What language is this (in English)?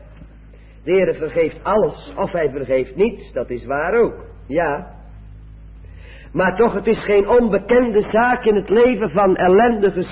Dutch